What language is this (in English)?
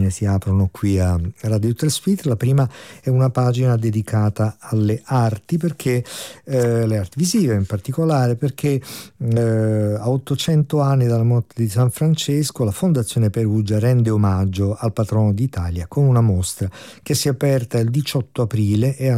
Italian